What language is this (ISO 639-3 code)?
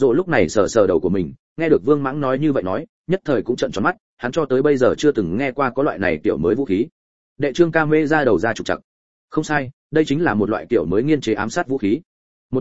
vie